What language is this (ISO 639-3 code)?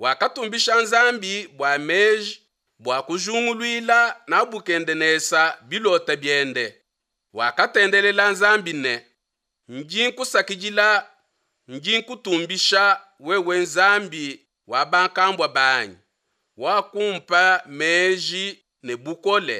lua